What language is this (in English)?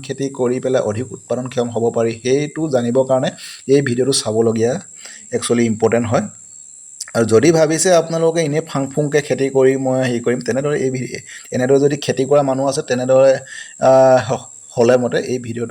Assamese